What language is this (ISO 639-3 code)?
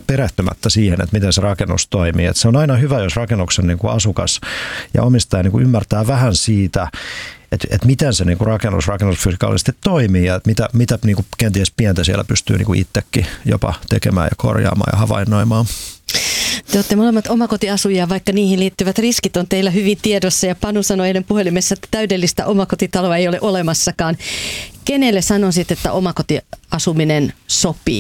fin